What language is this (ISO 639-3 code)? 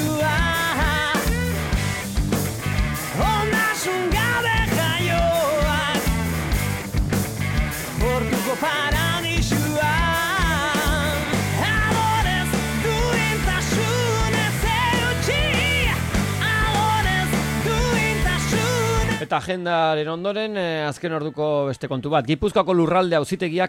eus